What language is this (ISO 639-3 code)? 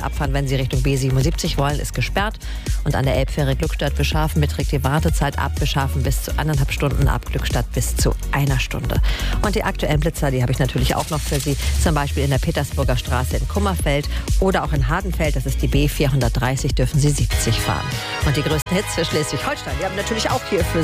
deu